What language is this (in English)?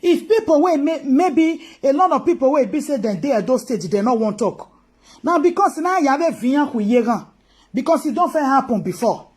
Nigerian Pidgin